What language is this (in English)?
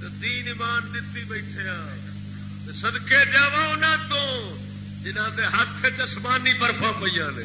Saraiki